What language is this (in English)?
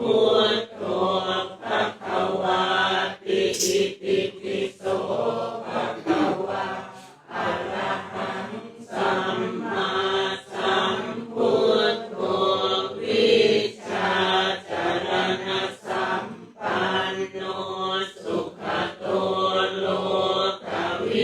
Pali